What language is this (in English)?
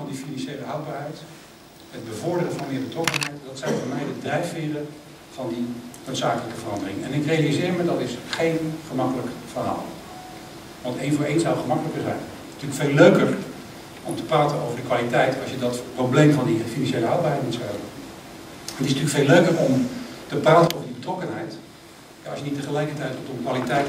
Dutch